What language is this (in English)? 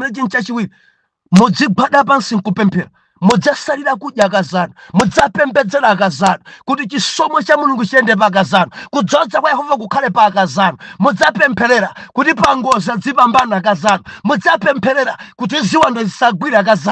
Nyanja